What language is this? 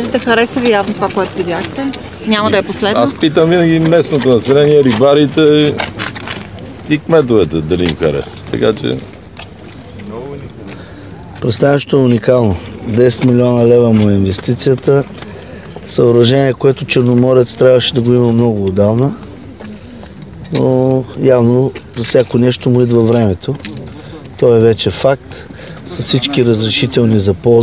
Bulgarian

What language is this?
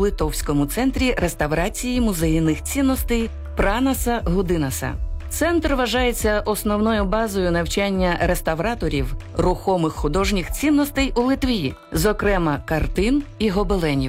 Ukrainian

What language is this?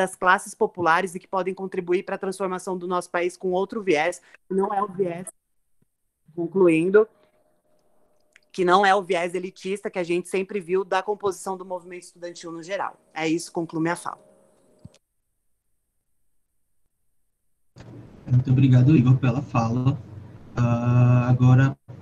Portuguese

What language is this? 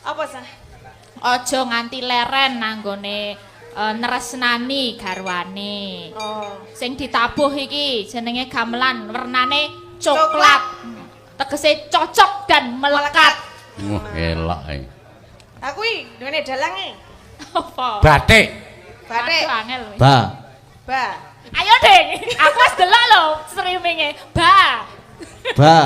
Javanese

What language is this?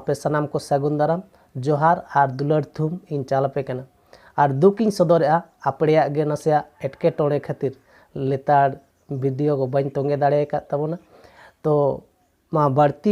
Santali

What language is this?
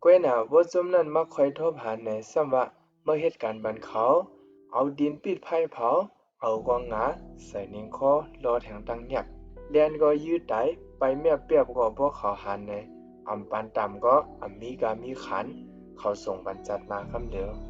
Shan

